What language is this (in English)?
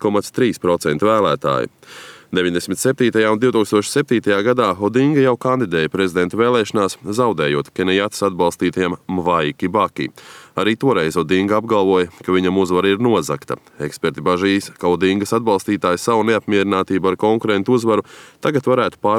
Latvian